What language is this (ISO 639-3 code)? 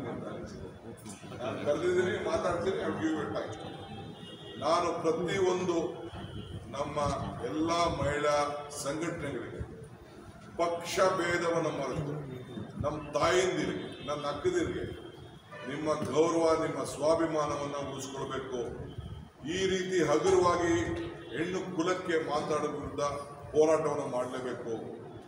kan